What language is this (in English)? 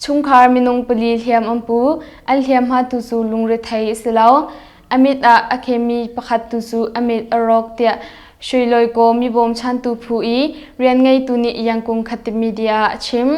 Hakha Chin